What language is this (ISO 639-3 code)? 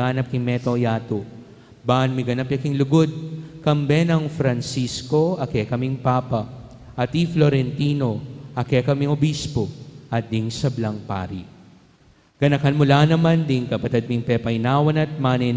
pam